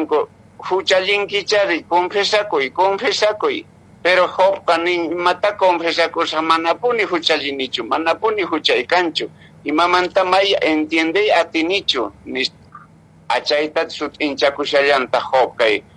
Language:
Quechua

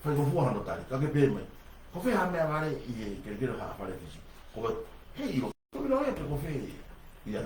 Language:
Tongan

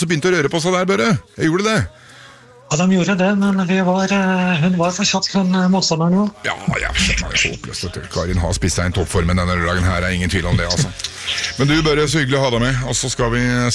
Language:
Norwegian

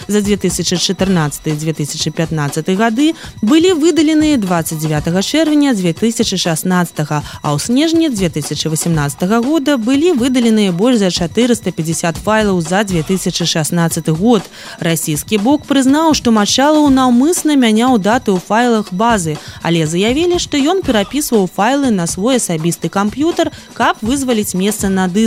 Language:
Belarusian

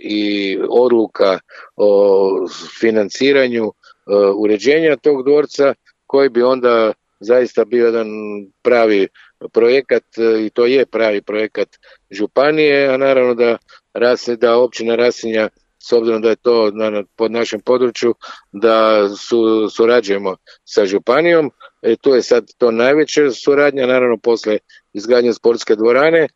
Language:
Serbian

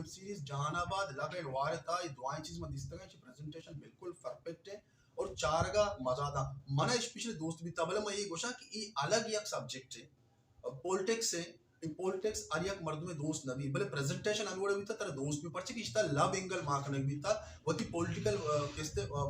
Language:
Baluchi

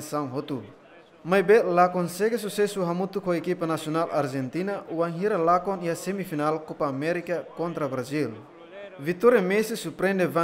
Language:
Tetum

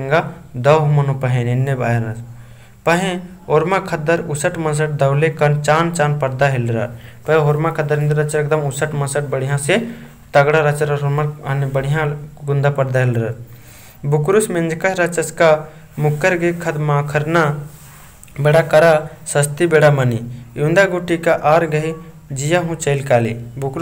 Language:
Kurukh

